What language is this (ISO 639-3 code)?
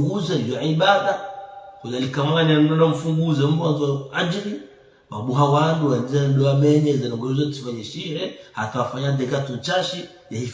zdj